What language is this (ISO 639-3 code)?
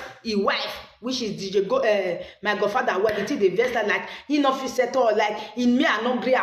pcm